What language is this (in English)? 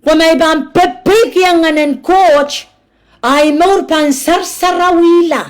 Pohnpeian